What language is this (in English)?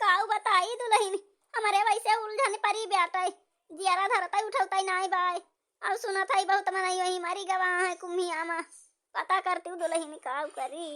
Awadhi